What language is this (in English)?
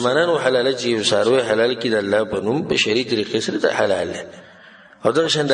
Pashto